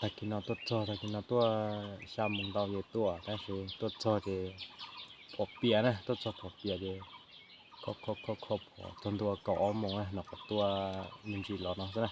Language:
Hmong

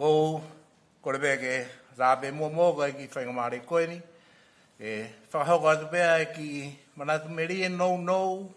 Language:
Tongan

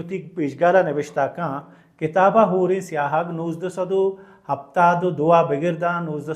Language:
Baluchi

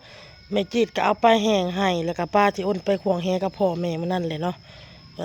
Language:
Lao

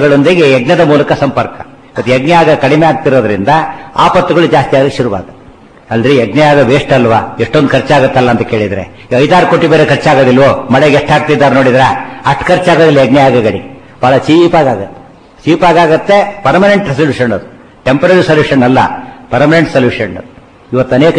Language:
Kannada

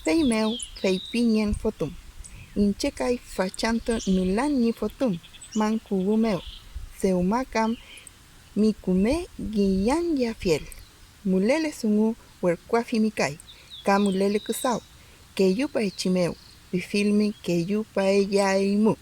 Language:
Mapuche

